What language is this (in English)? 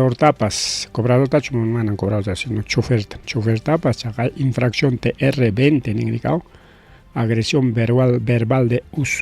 Ayacucho Quechua